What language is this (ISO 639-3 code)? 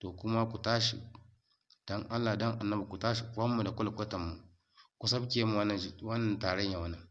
hau